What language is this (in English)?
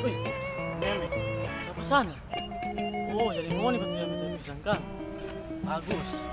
Manado Malay